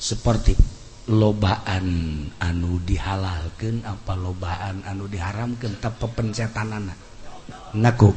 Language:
Sundanese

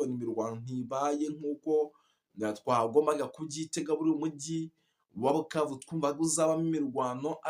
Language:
Kinyarwanda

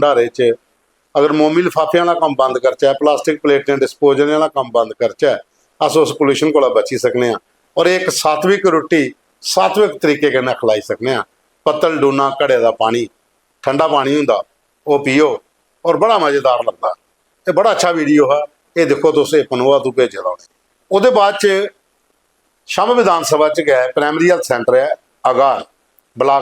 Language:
Dogri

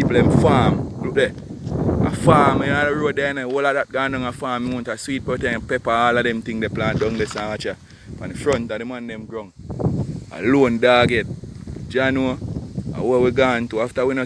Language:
Jamaican Creole English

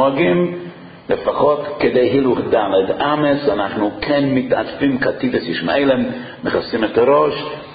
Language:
Hebrew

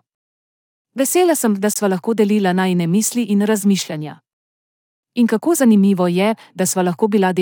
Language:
Slovenian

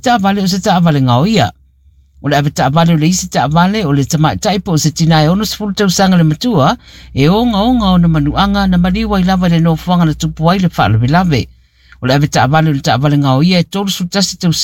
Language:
Samoan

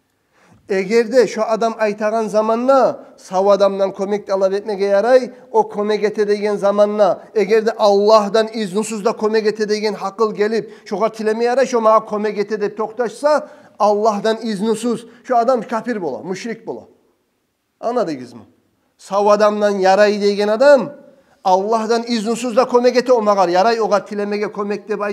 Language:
Kumyk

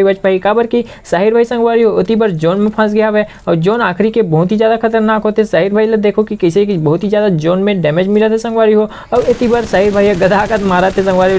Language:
Chhattisgarhi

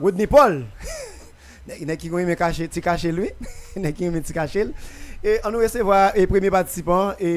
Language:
Haitian Creole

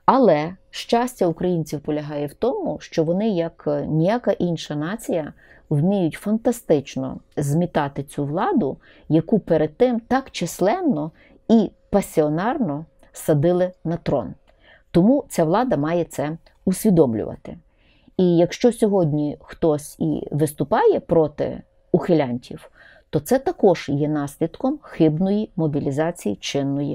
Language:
Ukrainian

